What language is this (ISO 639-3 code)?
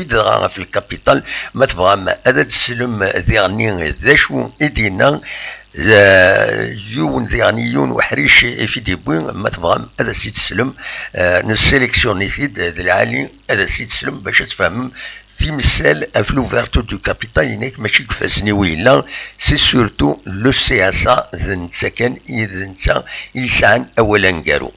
kab